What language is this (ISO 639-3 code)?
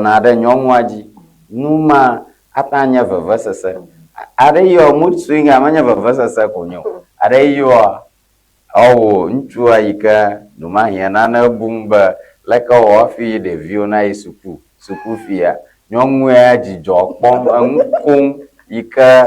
ewe